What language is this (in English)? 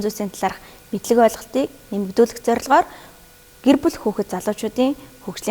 Mongolian